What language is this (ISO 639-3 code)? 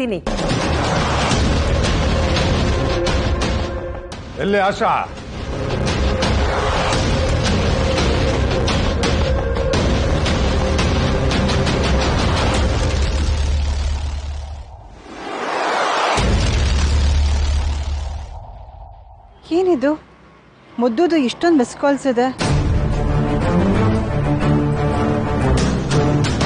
kan